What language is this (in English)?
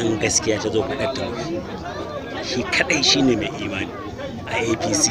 Hausa